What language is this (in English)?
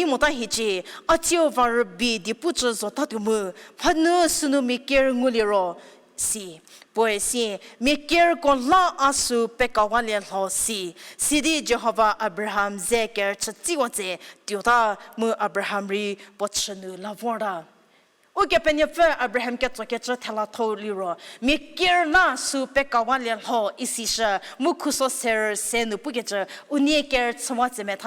Angami Naga